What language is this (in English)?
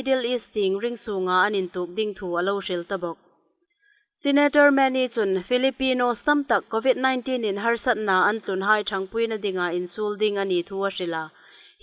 Hmar